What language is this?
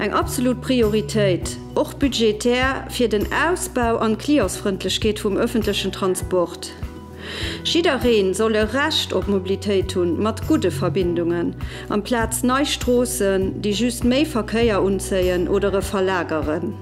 Luxembourgish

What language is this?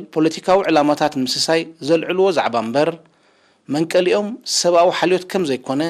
Tigrinya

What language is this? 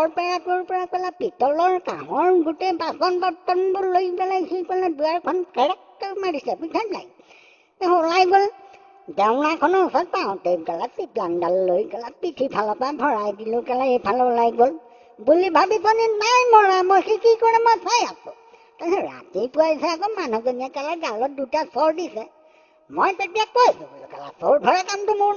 Assamese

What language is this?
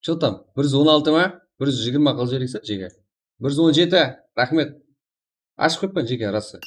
Kara-Kalpak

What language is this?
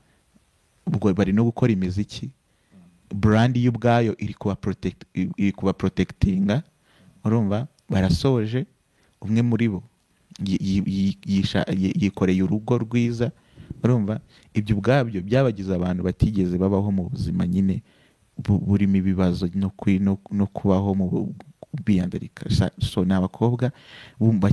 Kinyarwanda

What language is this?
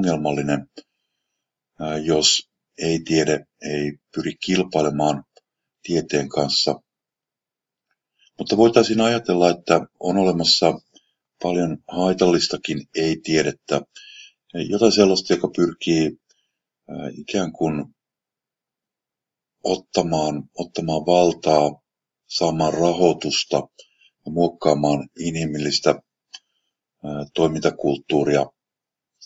Finnish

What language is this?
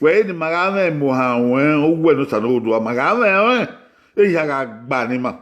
Bini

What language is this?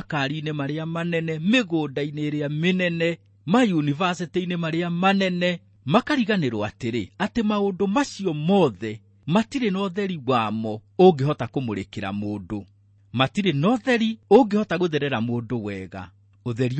Kikuyu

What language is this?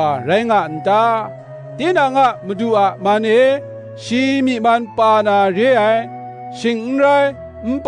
Kachin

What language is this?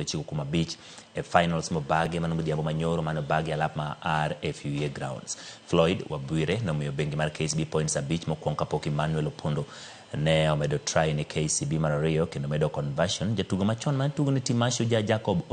Luo (Kenya and Tanzania)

